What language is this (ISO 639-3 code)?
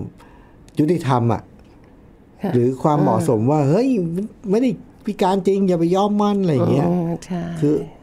tha